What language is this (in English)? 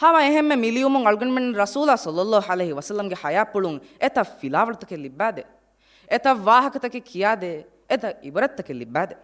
Divehi